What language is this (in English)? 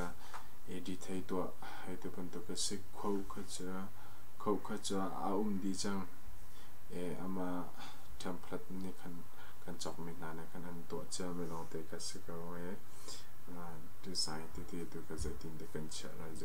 Hakha Chin